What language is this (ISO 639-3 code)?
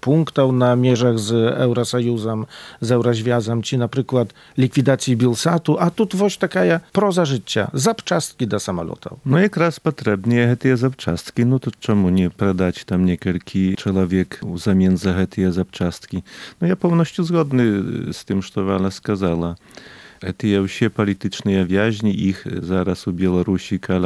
bel